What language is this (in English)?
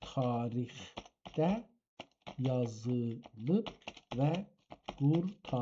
South Azerbaijani